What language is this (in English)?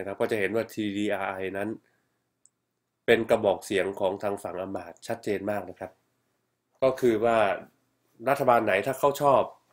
Thai